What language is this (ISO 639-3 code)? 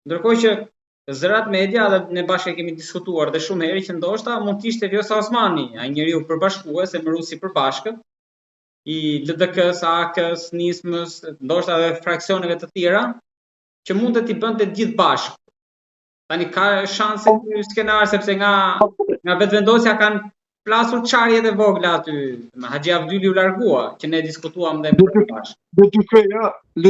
sqi